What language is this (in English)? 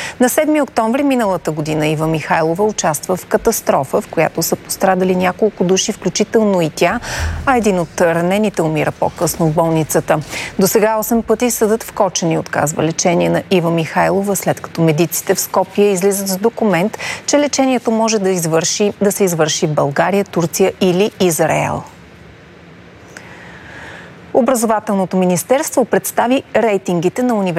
Bulgarian